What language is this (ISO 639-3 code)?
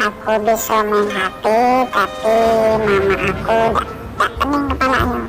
mui